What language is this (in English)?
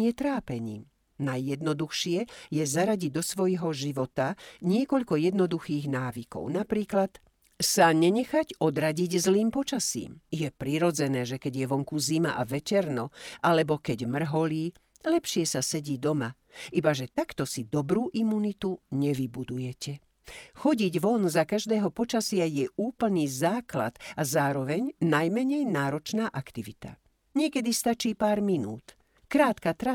Slovak